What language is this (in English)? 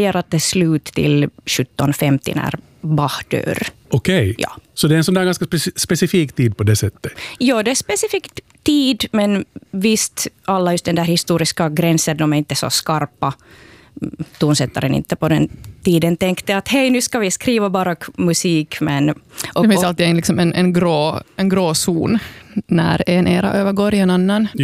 Swedish